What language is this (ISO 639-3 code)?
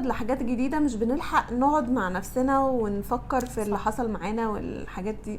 arz